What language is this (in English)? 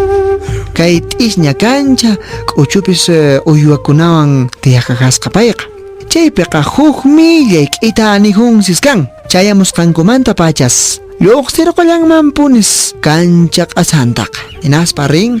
Quechua